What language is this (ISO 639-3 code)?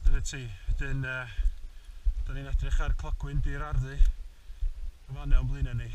cym